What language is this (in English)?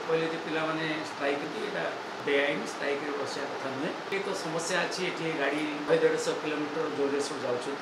Odia